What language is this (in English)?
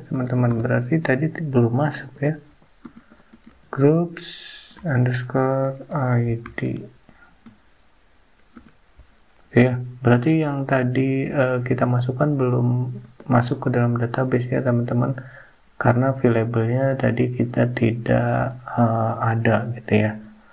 Indonesian